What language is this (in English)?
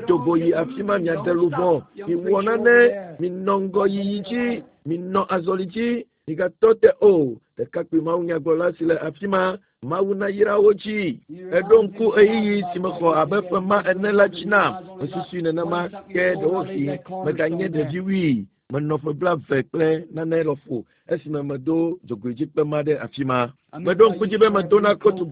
Ewe